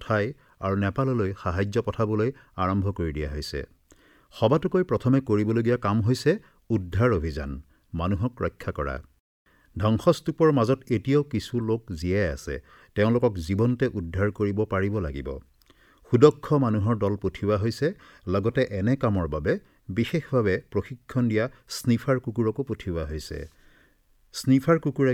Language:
Assamese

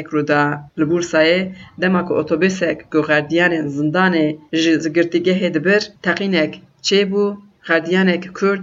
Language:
Kurdish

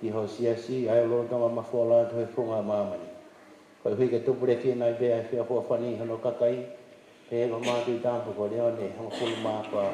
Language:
Tongan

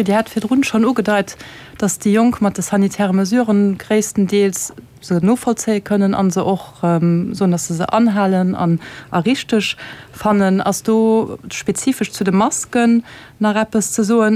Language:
Luxembourgish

